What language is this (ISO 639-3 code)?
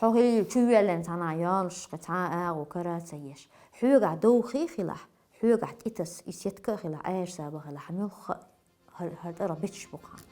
che